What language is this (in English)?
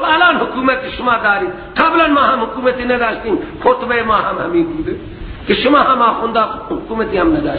Persian